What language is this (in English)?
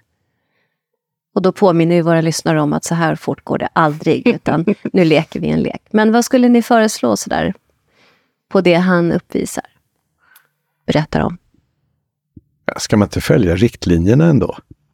Swedish